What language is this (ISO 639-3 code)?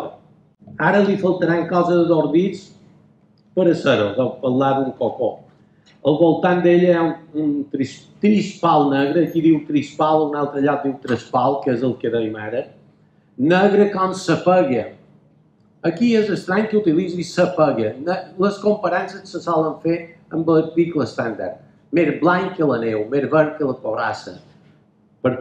cat